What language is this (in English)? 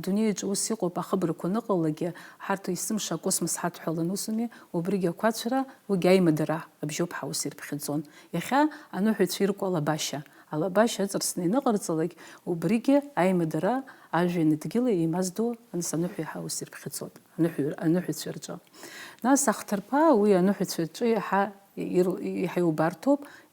Abkhazian